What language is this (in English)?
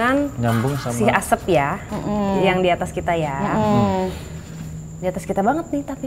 Indonesian